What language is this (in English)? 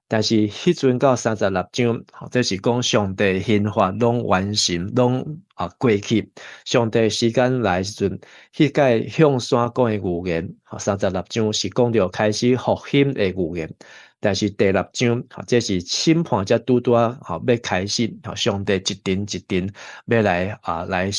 Min Nan Chinese